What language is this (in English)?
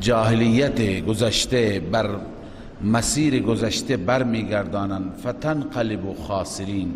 Persian